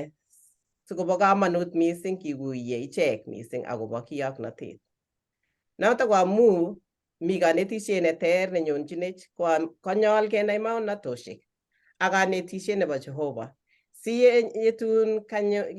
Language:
Kalenjin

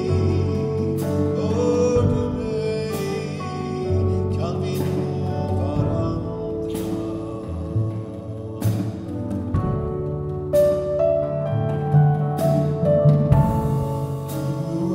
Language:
Swedish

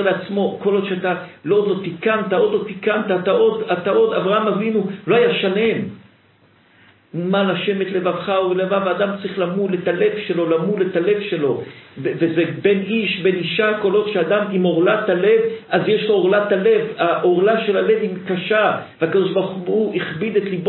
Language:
Hebrew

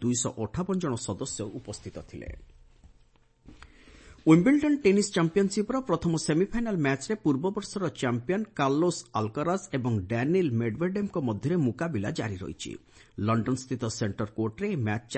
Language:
Odia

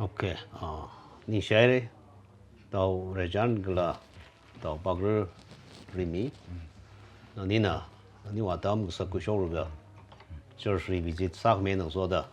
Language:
Tangkhul Naga (India)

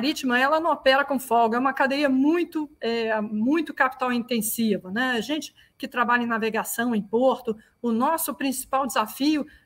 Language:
Portuguese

